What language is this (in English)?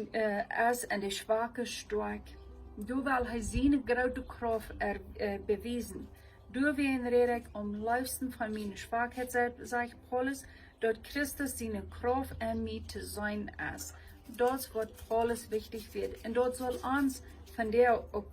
Plautdietsch